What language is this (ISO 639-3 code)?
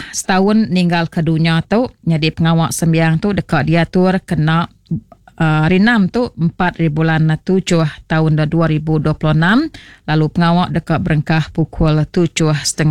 iba